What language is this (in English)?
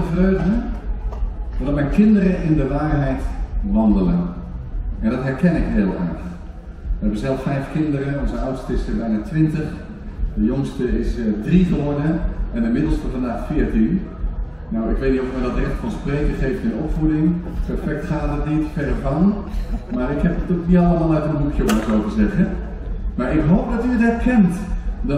Dutch